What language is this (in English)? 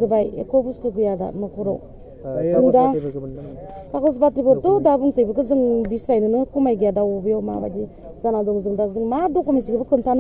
Bodo